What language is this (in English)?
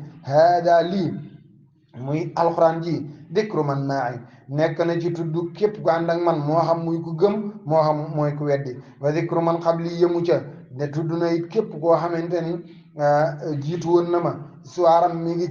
Wolof